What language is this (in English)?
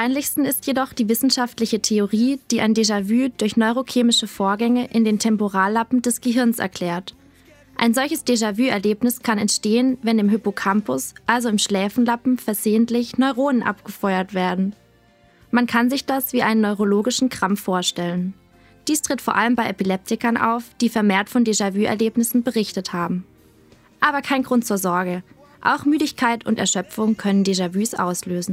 German